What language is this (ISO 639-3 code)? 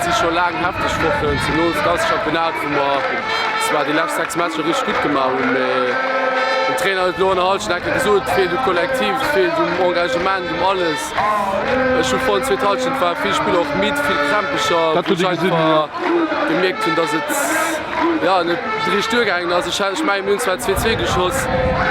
ltz